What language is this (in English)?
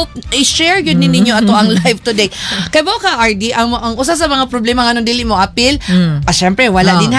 Cebuano